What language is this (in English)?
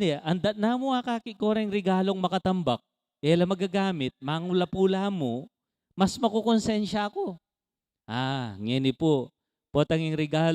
Pampanga